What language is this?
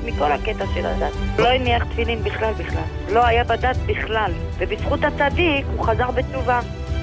Hebrew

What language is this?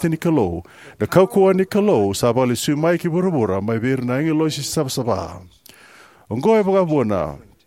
Fijian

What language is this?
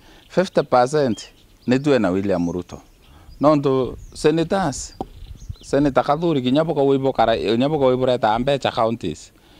Meru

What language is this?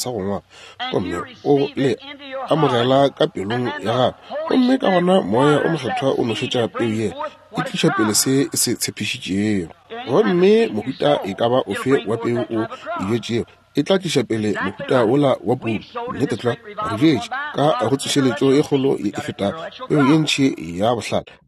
Northern Sotho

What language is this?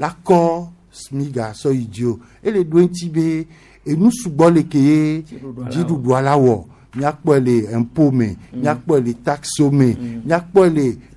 Gen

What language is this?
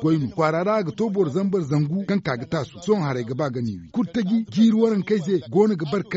Zarma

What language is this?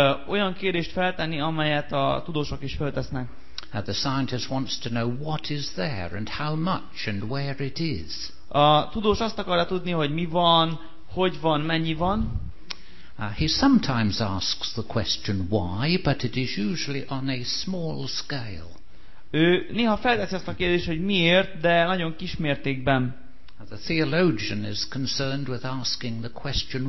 Hungarian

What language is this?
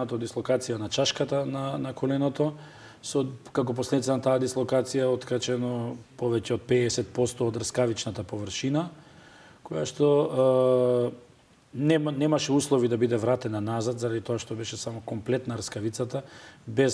Macedonian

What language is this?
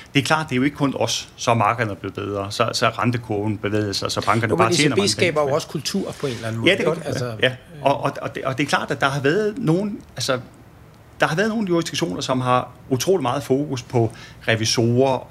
Danish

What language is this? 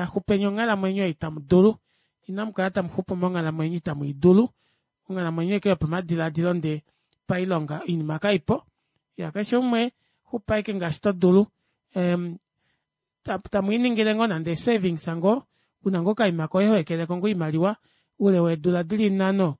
Kuanyama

